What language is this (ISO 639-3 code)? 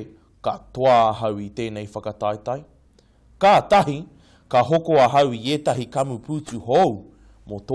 mri